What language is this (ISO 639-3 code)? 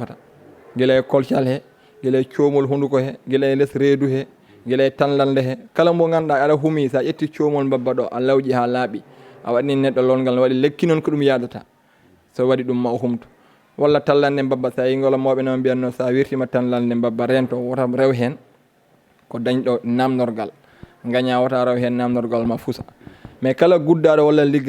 ful